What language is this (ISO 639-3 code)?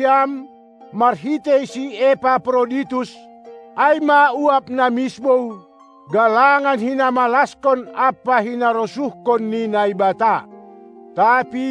bts